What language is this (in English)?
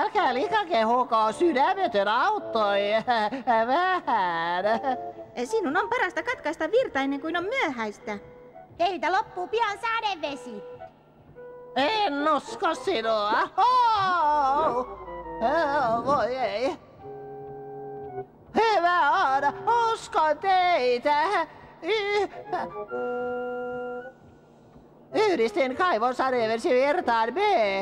Finnish